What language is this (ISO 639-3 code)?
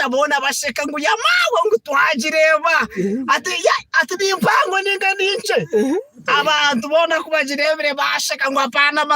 nyn